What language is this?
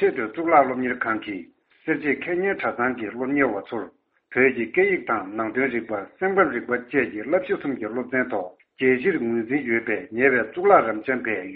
Tibetan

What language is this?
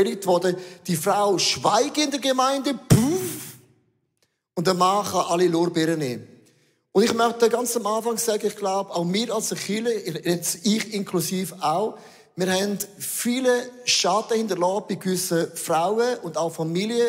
Swiss German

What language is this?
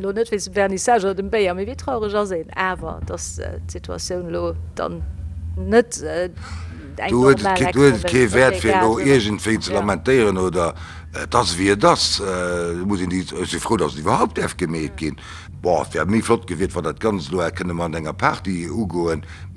Luxembourgish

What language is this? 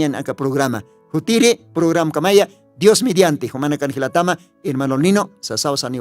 Aymara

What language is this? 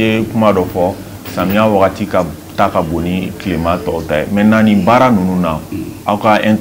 Bambara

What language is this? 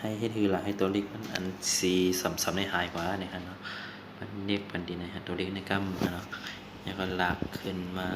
Shan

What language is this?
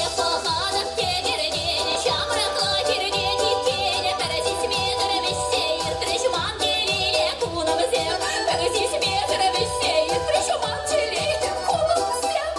Chuvash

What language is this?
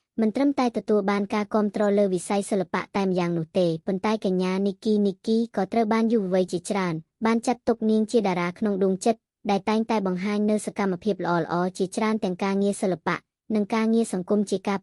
Khmer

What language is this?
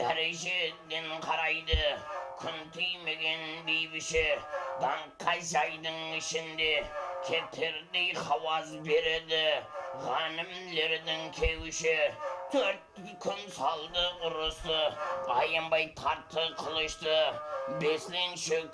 Kara-Kalpak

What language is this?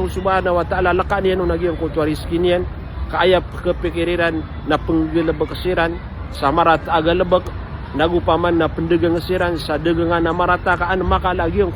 Maranao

